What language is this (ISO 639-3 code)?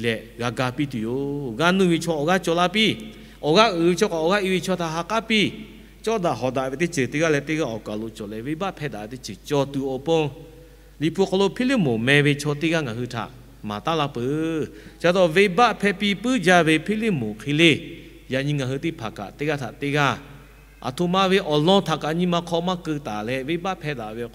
lhu